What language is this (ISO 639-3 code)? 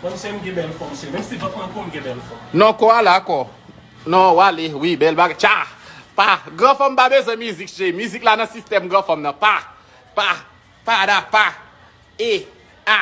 hat